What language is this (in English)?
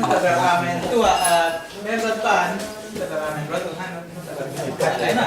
Falam Chin